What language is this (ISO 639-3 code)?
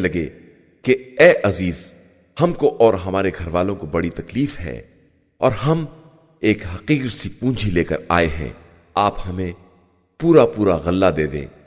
urd